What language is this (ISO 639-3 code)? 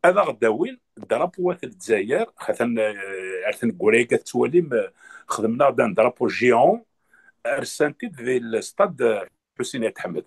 kab